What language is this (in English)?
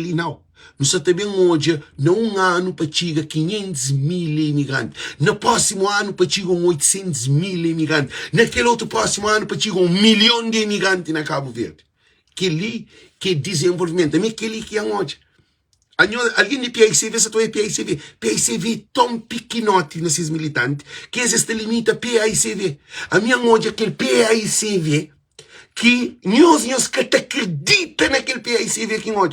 Kabuverdianu